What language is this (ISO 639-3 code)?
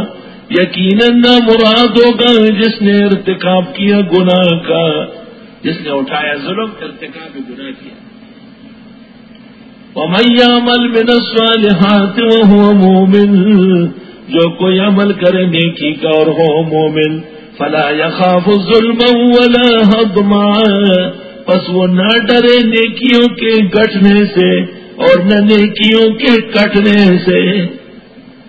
urd